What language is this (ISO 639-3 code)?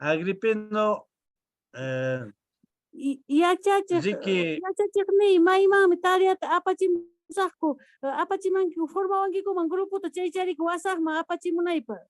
que